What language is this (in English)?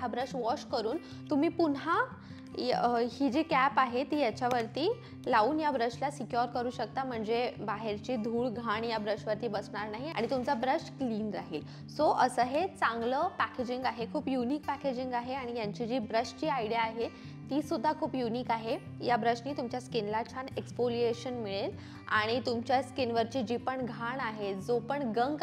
Marathi